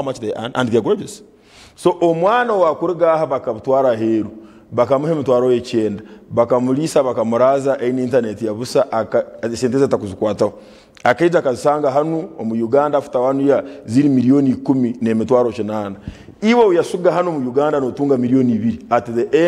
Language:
Nyankole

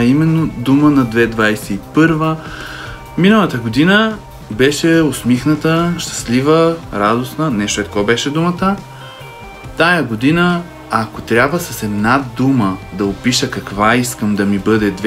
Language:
Bulgarian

